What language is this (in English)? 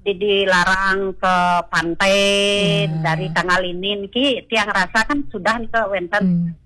Balinese